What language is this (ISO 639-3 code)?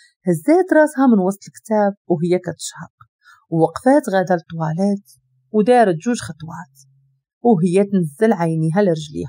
ary